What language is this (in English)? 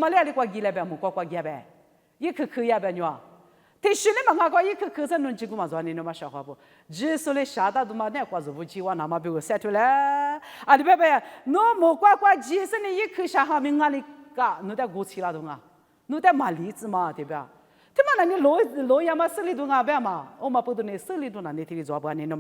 Lisu